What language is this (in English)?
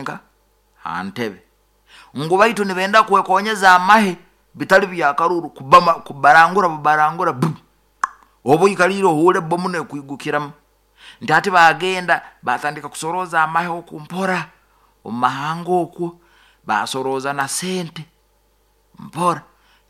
Nyoro